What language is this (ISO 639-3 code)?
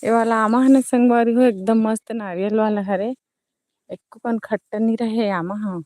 hne